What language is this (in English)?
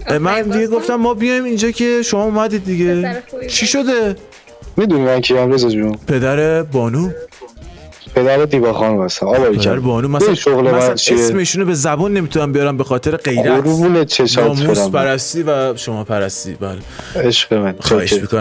Persian